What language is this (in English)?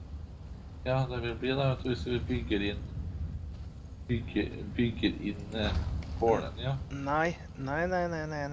Norwegian